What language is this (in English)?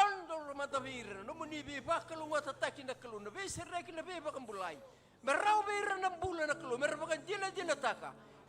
Fijian